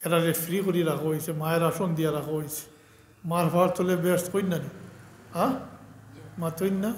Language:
Sylheti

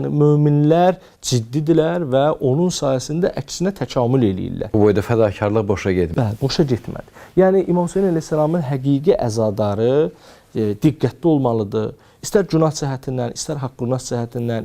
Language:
Azerbaijani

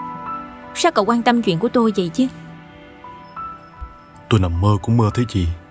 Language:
Vietnamese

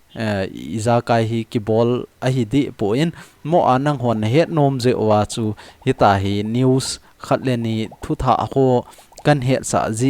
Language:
Thado Chin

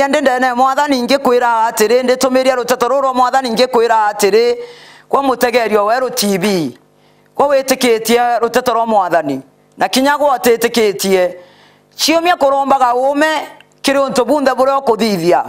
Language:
Meru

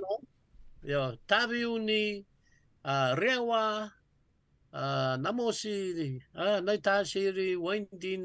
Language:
Fijian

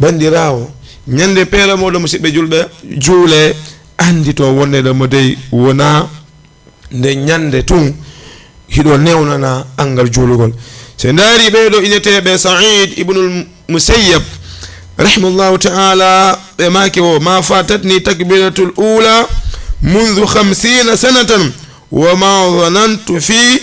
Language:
Fula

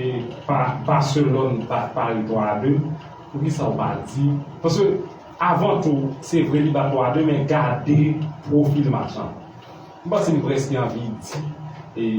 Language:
Haitian Creole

